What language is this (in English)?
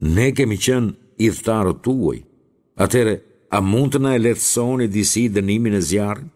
Albanian